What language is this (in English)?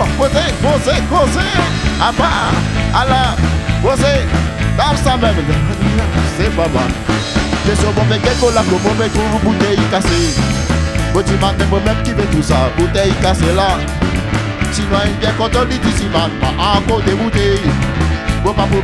Réunion Creole French